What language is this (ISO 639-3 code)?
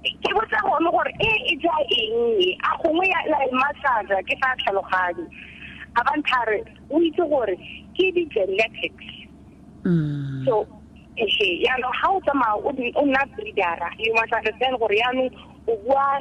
tsn